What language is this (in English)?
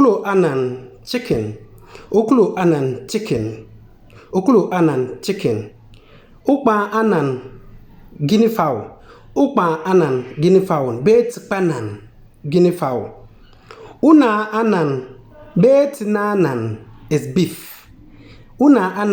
Konkomba